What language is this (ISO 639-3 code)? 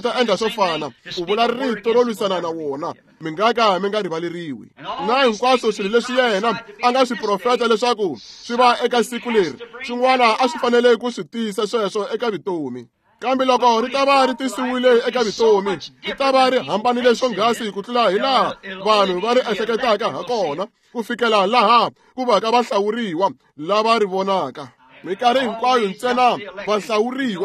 tso